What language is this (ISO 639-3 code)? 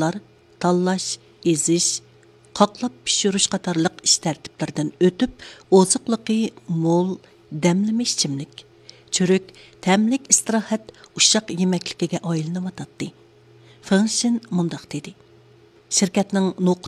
uig